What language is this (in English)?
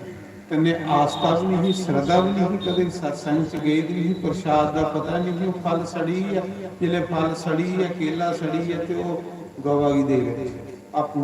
Dogri